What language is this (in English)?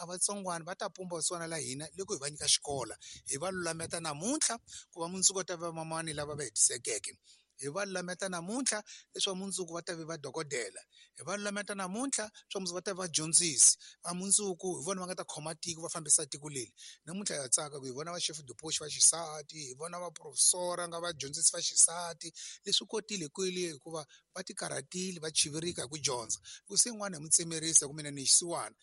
Tsonga